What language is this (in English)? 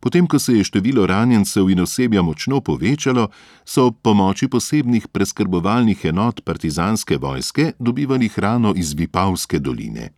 Slovenian